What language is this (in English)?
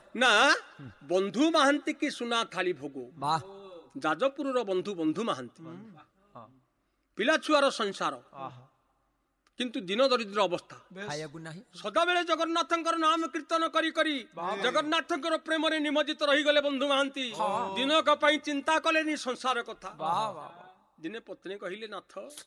Odia